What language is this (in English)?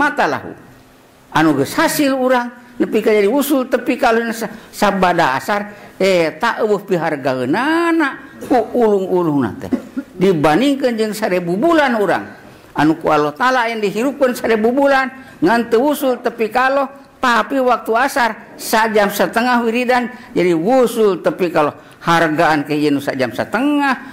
Sundanese